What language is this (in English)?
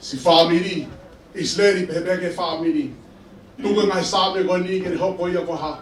Tongan